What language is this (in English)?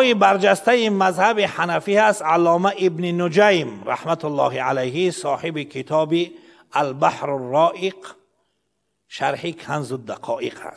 Persian